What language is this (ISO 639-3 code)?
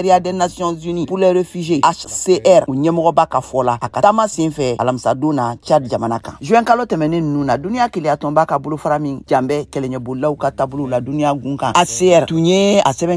bam